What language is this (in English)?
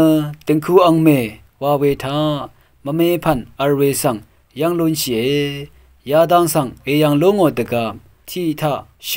Rawang